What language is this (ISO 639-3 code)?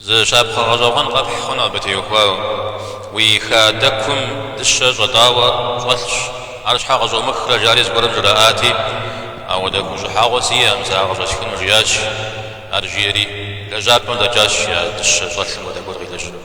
kbd